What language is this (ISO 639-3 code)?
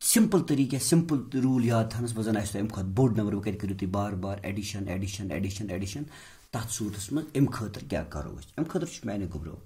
kas